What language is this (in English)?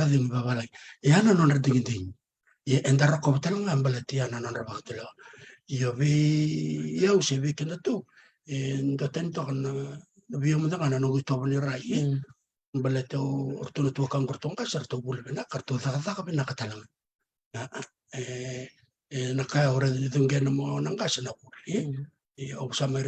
Fijian